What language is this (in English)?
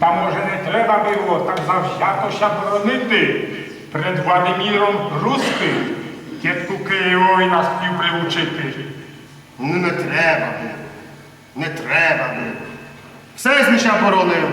Rusyn